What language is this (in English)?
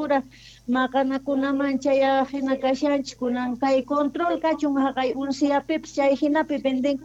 Quechua